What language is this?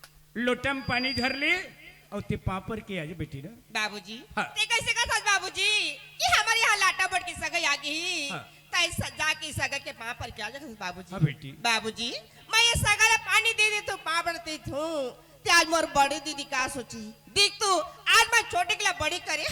Chhattisgarhi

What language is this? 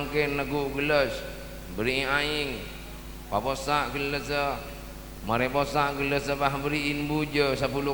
Madurese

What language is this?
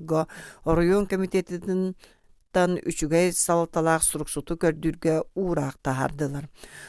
Yakut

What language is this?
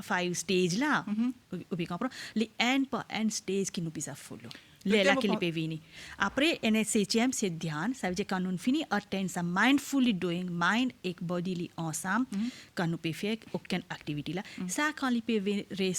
Morisyen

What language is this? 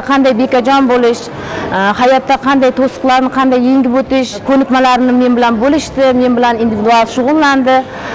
Uzbek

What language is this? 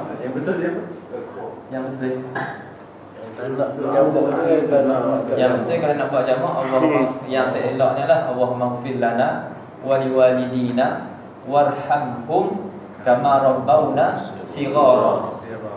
Malay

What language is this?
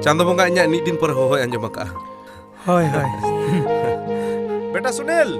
Santali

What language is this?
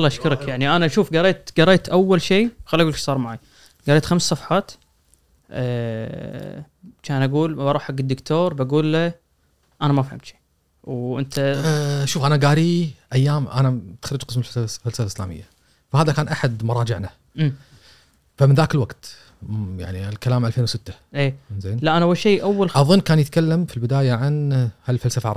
Gulf Arabic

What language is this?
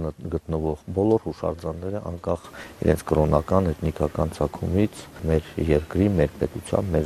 Armenian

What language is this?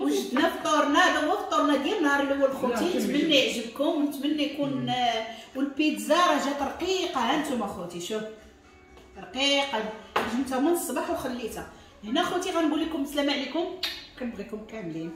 Moroccan Arabic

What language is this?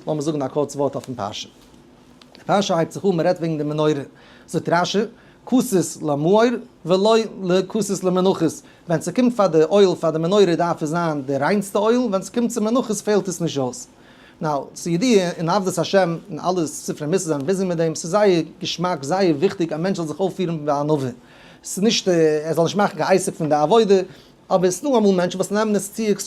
Yiddish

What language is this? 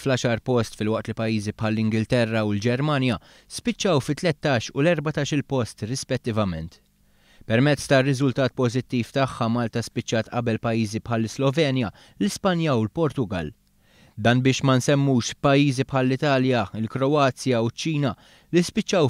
Maltese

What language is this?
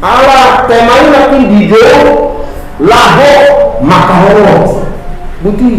Batak Toba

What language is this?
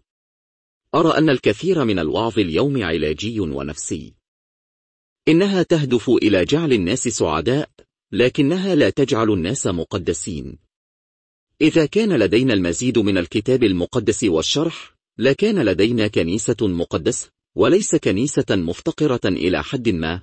Arabic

